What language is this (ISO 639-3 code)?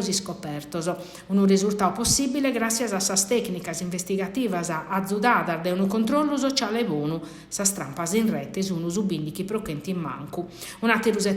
srd